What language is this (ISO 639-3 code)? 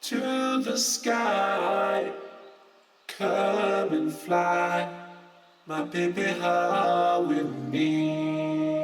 mri